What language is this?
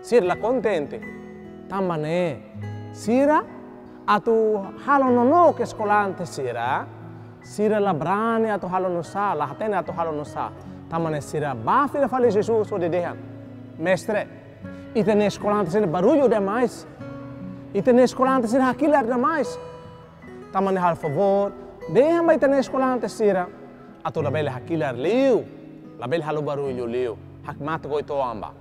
Tetum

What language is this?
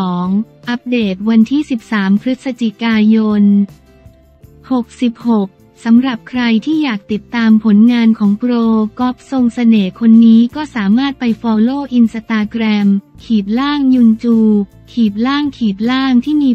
Thai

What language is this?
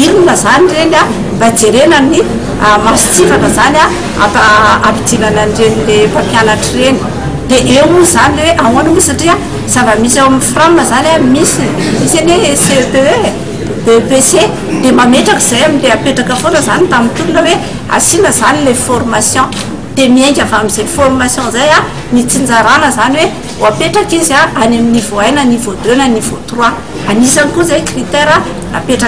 Malagasy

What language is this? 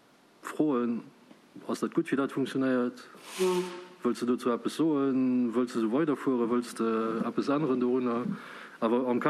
Luxembourgish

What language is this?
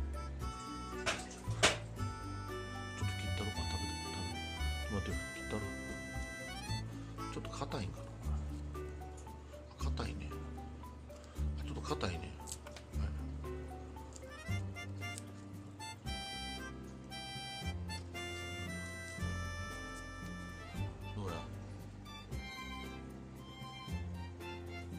Japanese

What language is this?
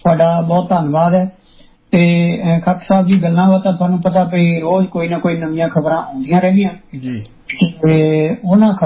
Punjabi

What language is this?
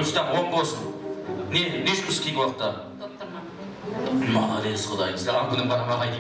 Kara-Kalpak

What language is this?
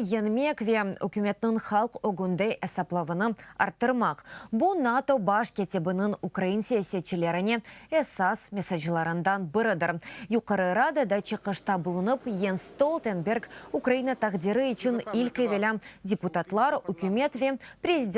Crimean Tatar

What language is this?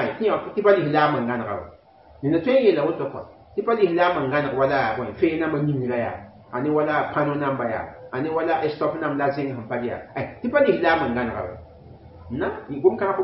Mossi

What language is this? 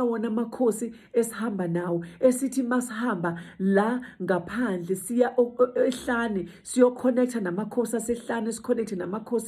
Zulu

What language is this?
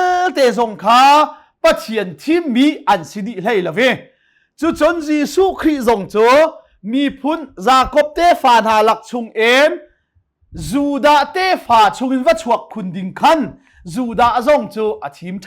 Hakha Chin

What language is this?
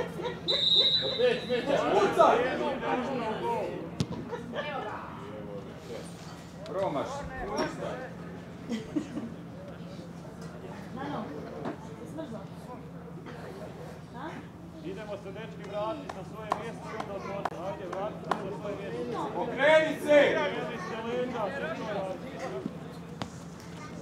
Croatian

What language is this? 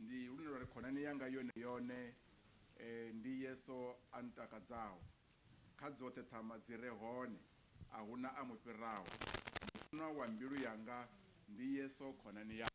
Venda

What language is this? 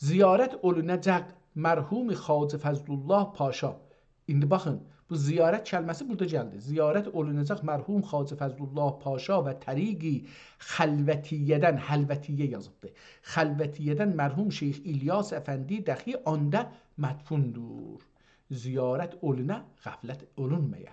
South Azerbaijani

